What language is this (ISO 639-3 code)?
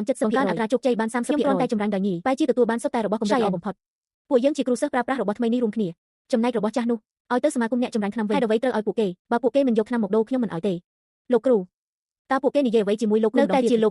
khm